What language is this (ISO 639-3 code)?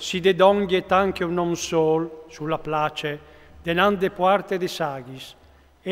fur